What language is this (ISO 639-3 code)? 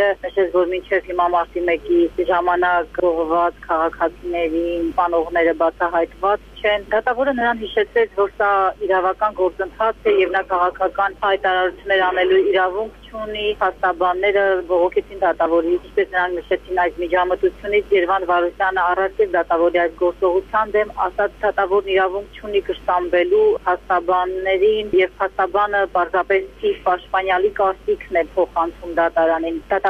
hye